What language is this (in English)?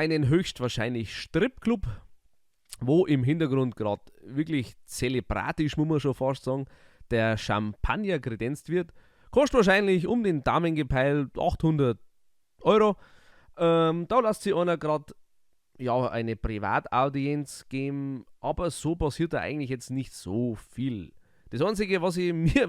Bavarian